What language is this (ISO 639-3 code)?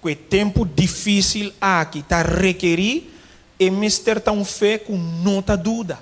pap